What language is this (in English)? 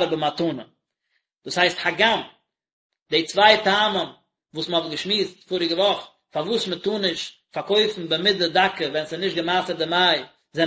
Yiddish